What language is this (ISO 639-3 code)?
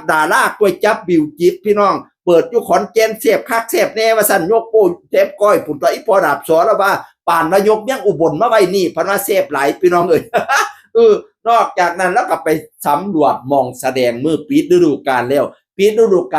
tts